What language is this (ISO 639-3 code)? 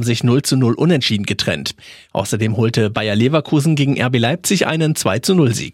deu